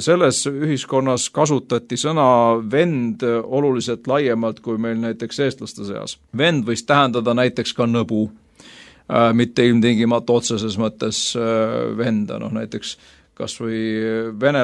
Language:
Estonian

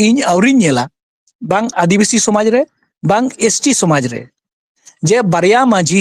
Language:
Santali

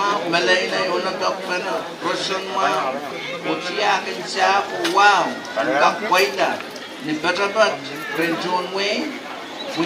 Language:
Pohnpeian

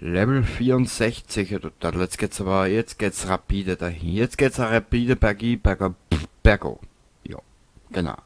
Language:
Bavarian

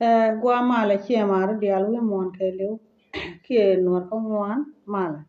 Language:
Nuer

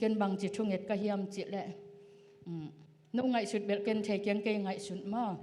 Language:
Tedim Chin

